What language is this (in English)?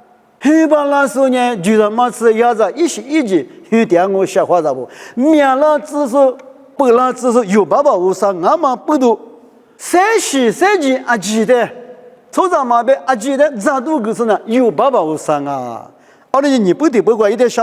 Lisu